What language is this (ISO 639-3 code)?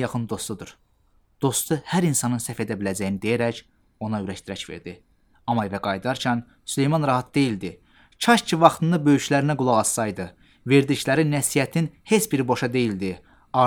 aze